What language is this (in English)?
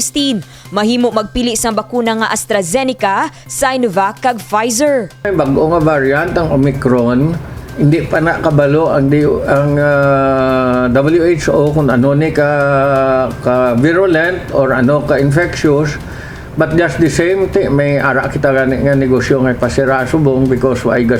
Hiligaynon